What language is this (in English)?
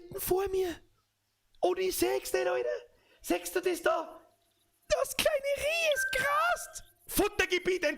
Bavarian